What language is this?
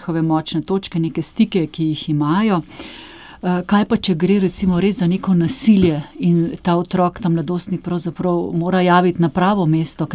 Slovenian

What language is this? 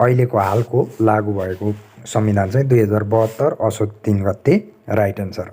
Nepali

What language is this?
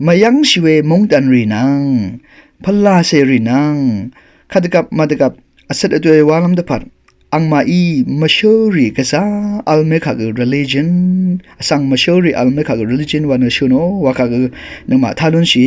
Rawang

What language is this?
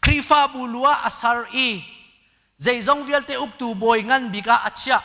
Hakha Chin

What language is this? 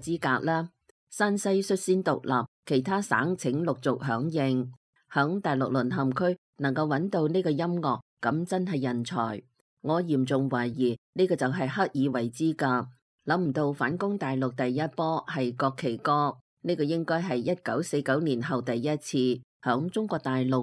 Cantonese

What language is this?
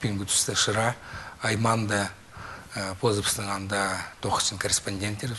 Khakas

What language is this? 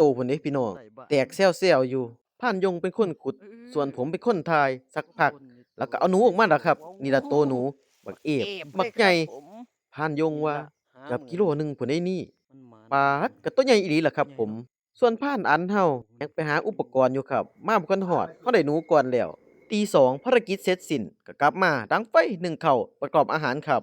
Northeastern Thai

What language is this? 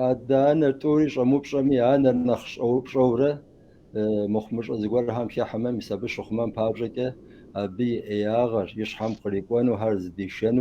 Kabardian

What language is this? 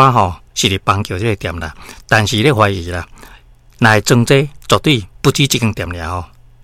Min Nan Chinese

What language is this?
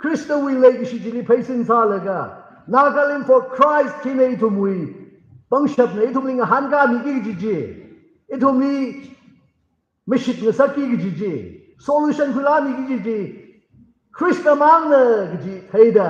Tangkhul Naga (India)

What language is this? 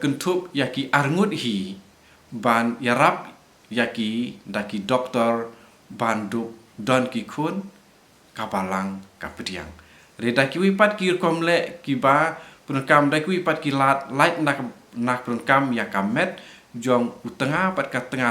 Khasi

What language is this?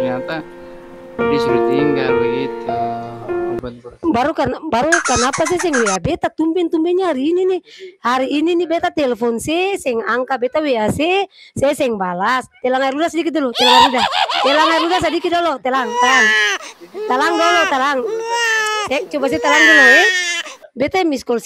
Ambonese Malay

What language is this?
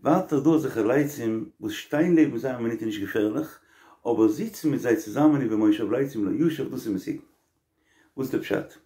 Yiddish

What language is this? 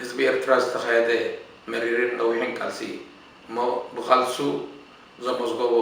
Tigrinya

